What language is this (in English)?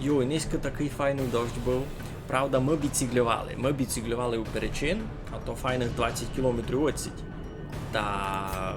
Rusyn